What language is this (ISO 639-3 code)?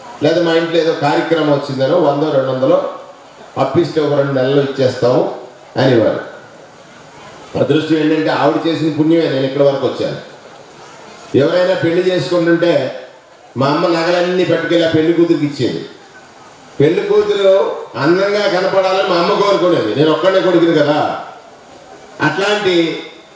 tel